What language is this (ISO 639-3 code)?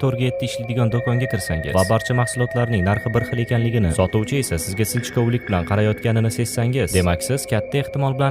uzb